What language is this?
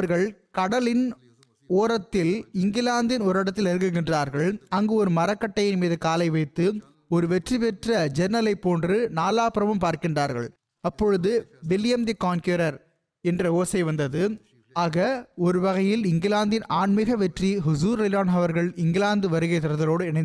Tamil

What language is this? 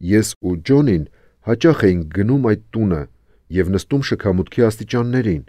Armenian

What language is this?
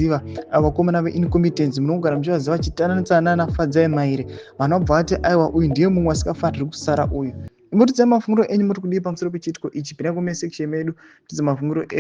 Shona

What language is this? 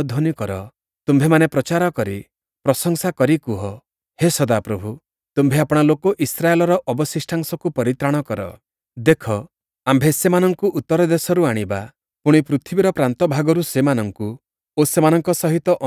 Odia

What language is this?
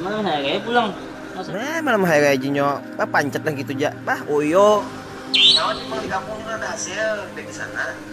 Banjar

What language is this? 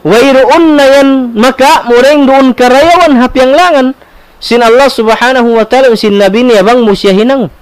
Tausug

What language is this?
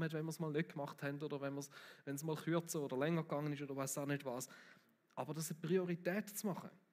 Swiss German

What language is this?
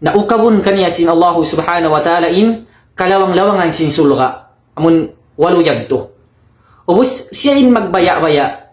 Tausug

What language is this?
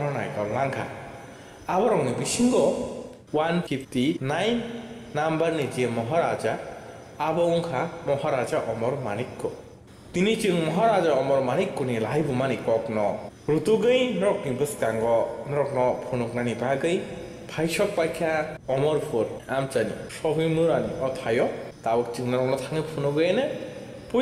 Kok Borok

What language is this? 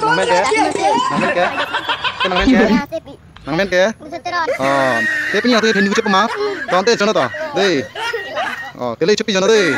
Karbi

